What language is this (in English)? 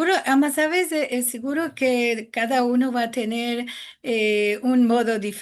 Ladino